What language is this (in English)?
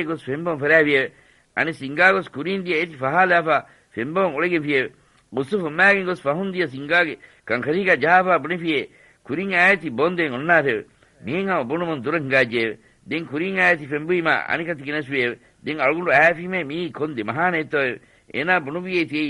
Divehi